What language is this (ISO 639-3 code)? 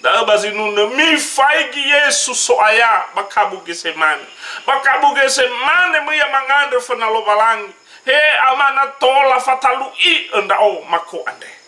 nia